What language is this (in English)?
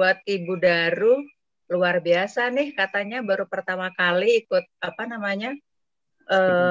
Indonesian